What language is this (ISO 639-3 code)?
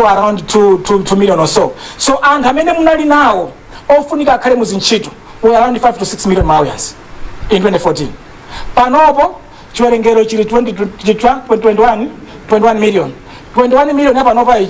nya